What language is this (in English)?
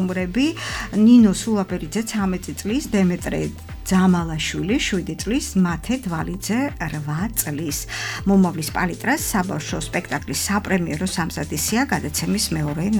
Georgian